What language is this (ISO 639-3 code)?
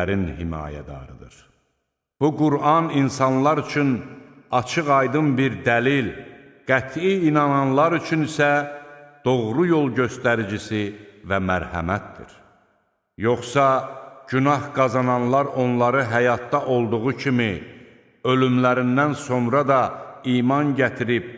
aze